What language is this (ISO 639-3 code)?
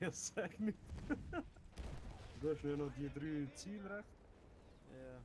gsw